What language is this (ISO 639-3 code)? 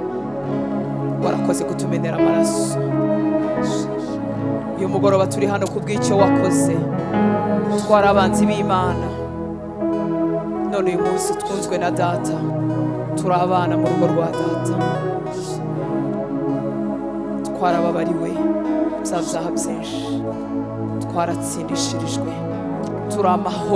kin